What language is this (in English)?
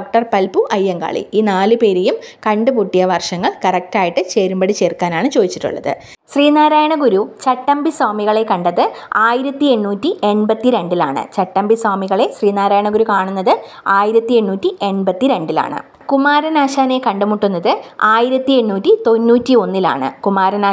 Malayalam